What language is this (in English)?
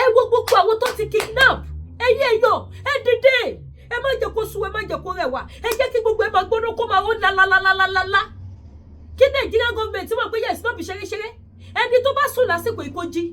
Yoruba